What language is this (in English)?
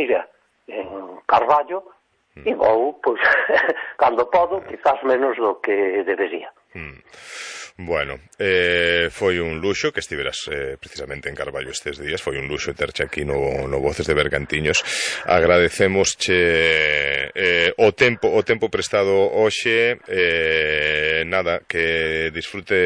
Galician